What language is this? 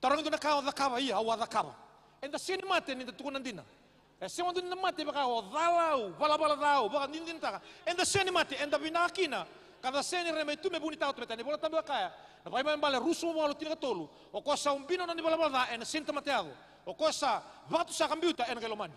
Fijian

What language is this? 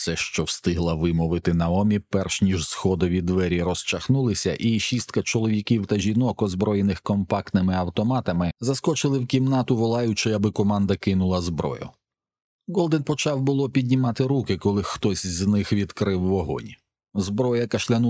Ukrainian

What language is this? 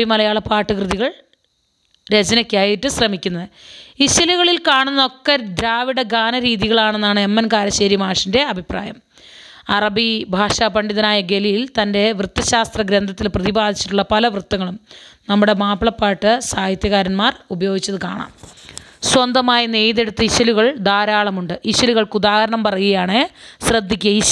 Malayalam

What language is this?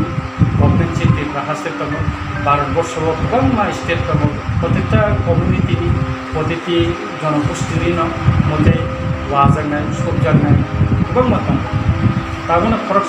Kok Borok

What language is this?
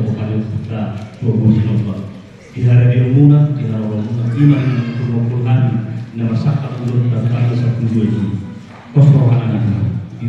Batak Toba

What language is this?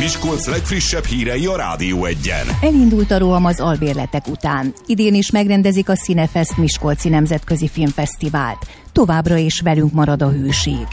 Hungarian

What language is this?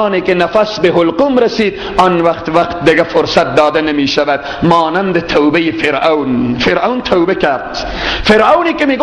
Persian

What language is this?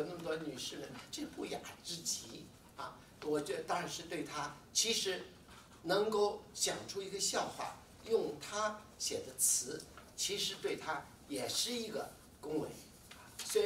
Chinese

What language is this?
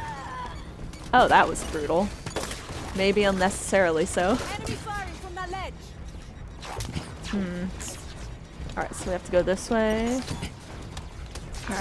English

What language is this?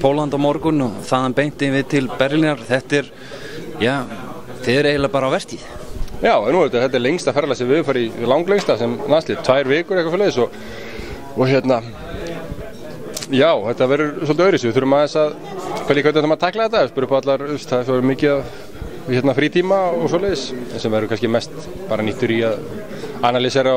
Icelandic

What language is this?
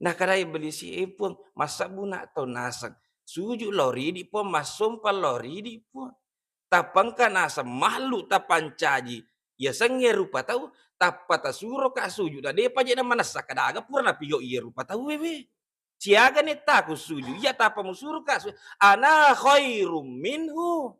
Buginese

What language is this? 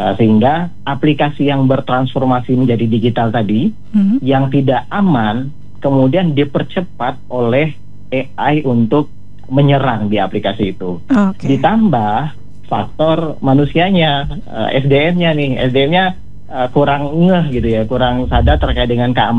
Indonesian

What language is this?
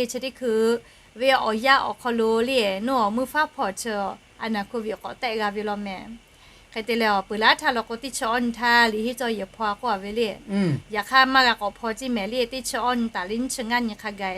Lahu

